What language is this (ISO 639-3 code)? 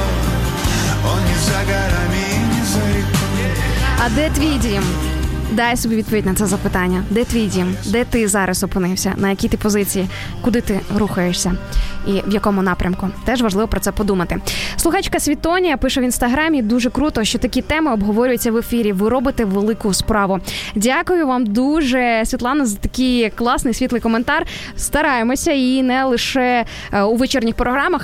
ukr